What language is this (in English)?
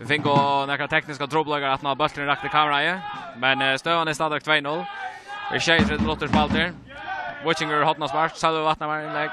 Faroese